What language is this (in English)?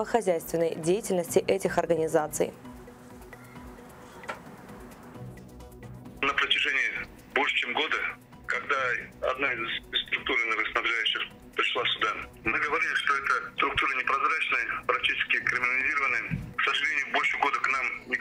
Russian